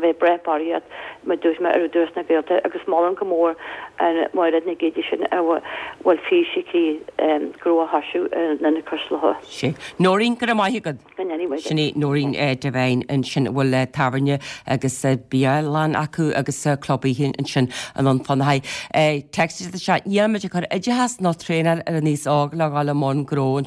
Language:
Irish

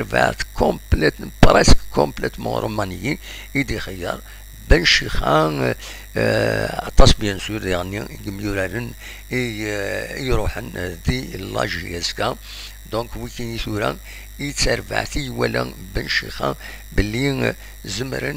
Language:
Kabyle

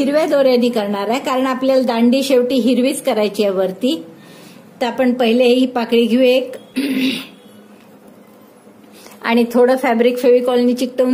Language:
Marathi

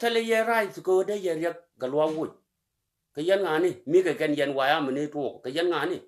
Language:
Nuer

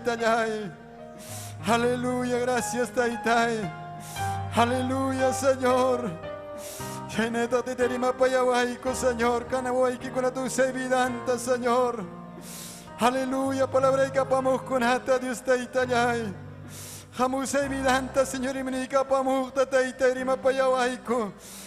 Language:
Ayacucho Quechua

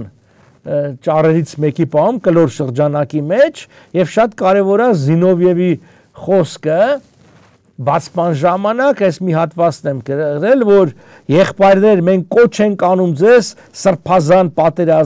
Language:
Armenian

